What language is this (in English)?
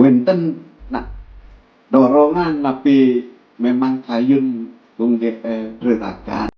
Balinese